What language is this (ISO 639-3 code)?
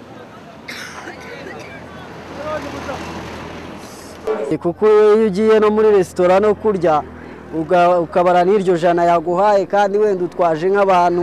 kin